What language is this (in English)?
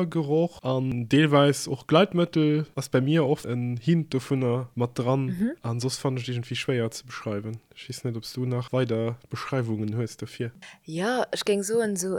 Luxembourgish